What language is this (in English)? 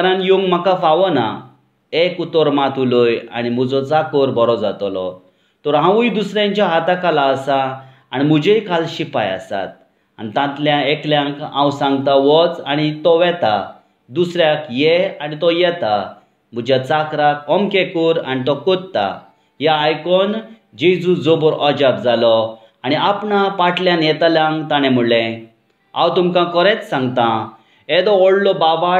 Konkani